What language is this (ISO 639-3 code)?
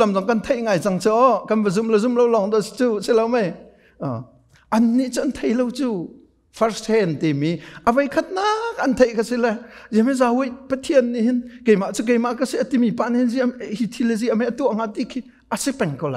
cnh